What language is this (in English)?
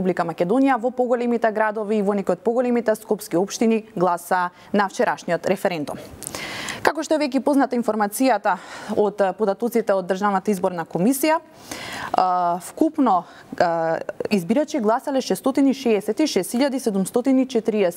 Macedonian